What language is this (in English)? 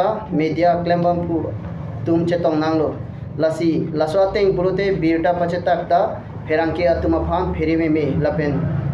Karbi